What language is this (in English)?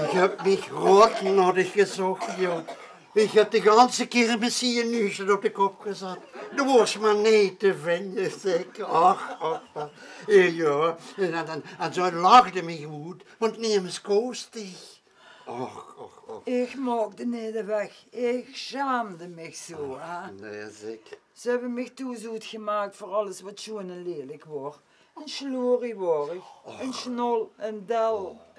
Limburgish